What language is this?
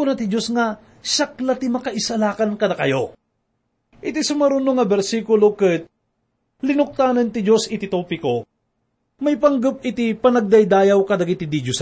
Iloko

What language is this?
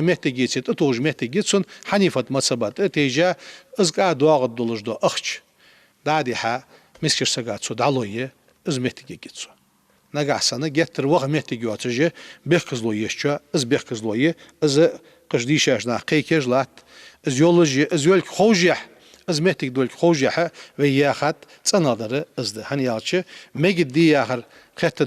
Ingush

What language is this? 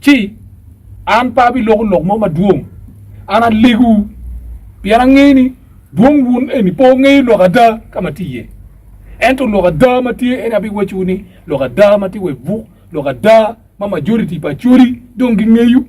Acoli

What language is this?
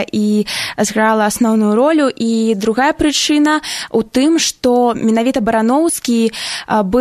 Belarusian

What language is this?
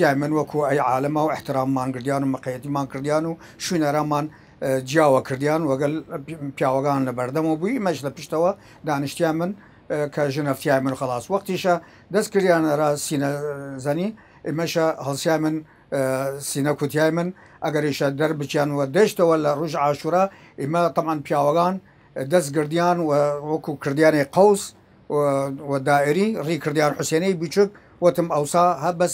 Southern Kurdish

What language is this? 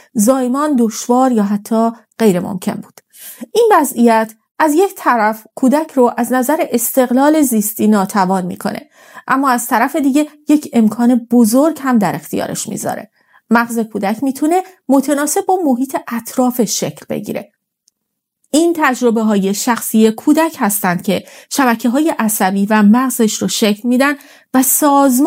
Persian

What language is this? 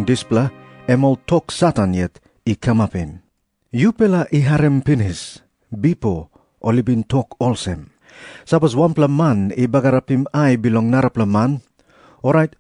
Tok Pisin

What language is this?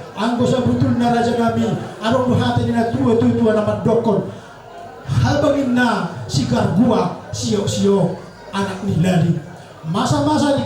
Batak Toba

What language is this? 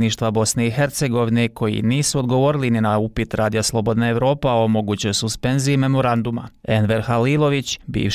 Bosnian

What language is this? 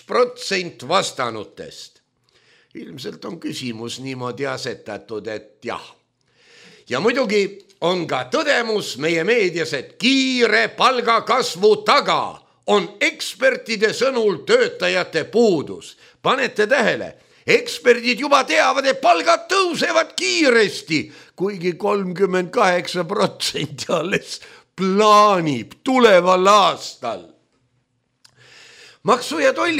Estonian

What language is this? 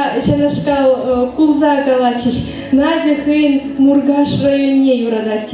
Chuvash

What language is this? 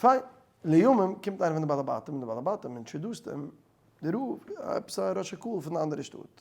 Yiddish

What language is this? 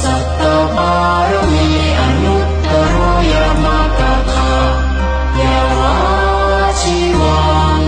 Pali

